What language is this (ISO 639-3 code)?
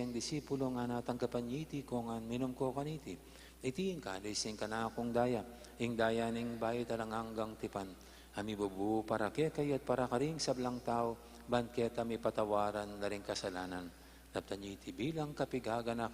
pam